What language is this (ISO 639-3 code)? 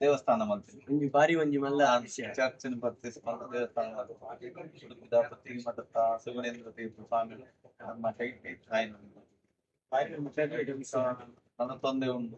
tcy